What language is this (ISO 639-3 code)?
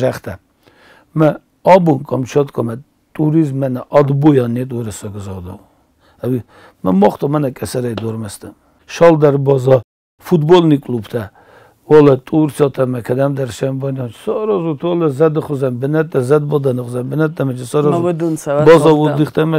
oss